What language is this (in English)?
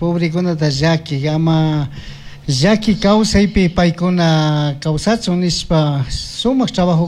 Chimborazo Highland Quichua